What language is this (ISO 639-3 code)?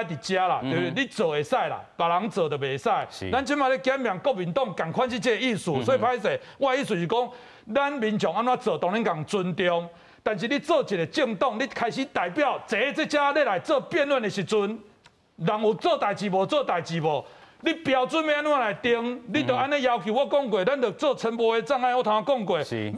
nan